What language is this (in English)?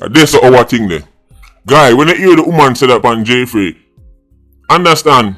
Jamaican Creole English